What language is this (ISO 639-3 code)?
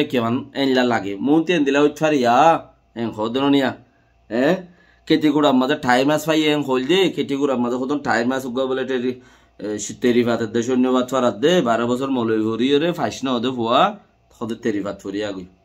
rhg